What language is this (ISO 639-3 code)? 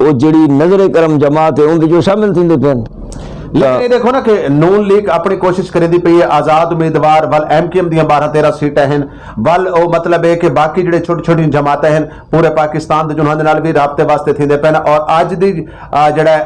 skr